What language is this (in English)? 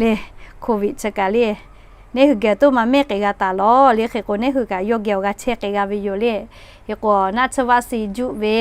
Lahu